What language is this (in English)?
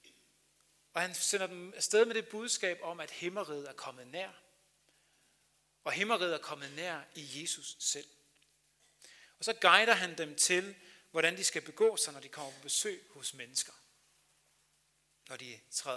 Danish